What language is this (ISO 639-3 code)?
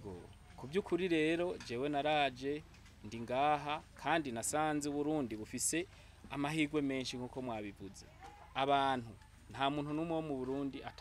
run